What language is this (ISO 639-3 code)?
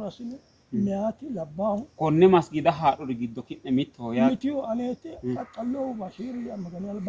sid